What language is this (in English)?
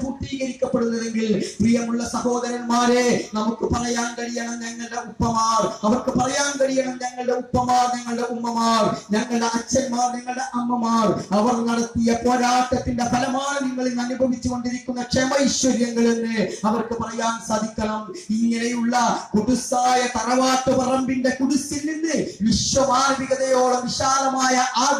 Malayalam